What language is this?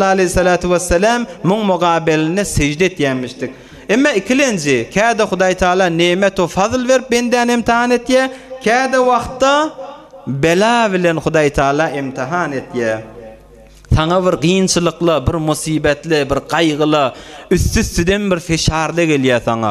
Turkmen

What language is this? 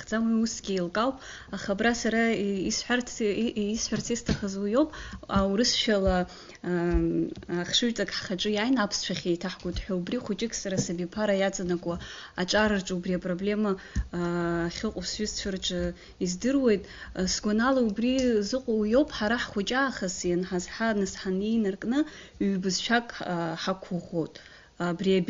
Abkhazian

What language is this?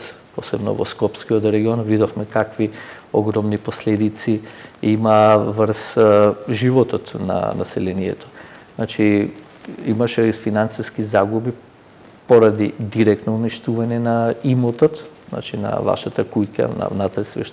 Macedonian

